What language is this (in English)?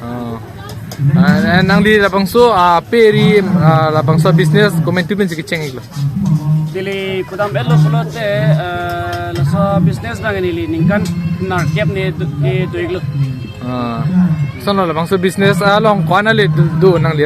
Karbi